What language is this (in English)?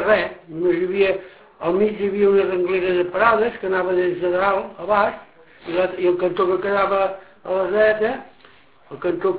Catalan